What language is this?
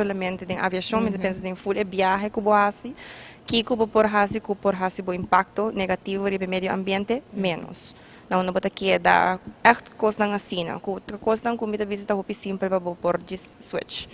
Papiamento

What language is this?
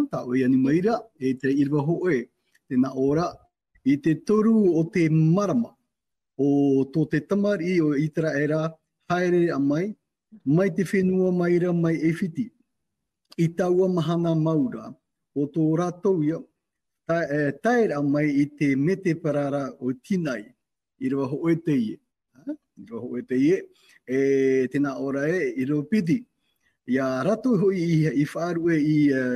Tahitian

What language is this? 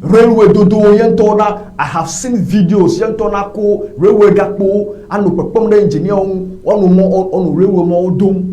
Ewe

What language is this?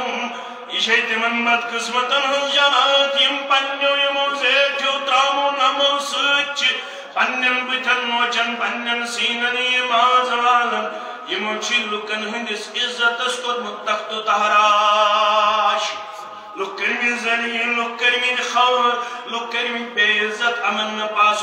Kashmiri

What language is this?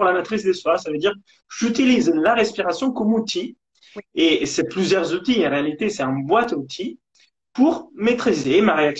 French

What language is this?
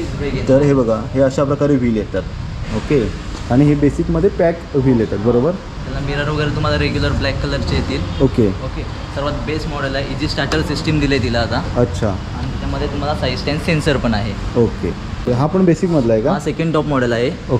Marathi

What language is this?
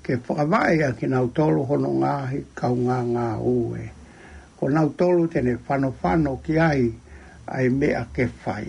Tongan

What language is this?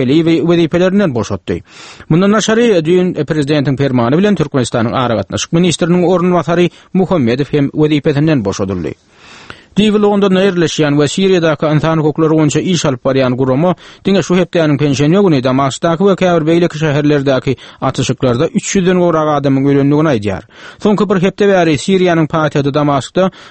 Turkmen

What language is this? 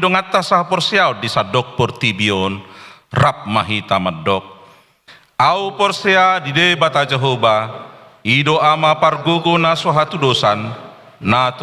Batak Toba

